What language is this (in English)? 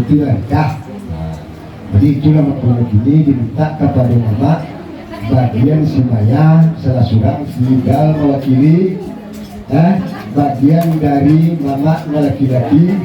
Minangkabau